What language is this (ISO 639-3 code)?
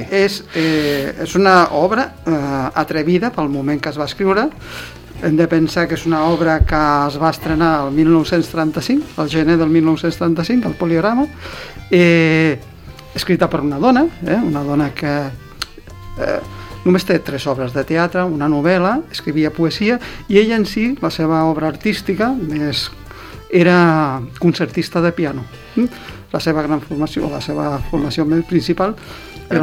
cat